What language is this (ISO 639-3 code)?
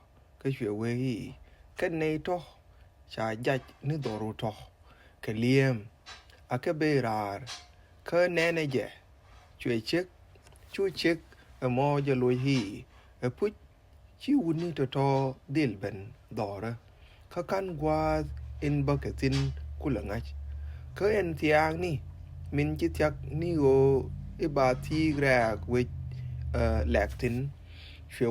nus